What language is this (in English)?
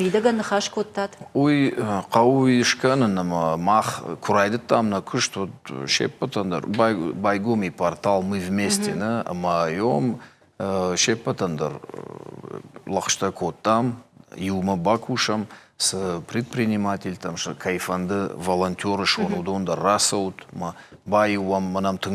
Ossetic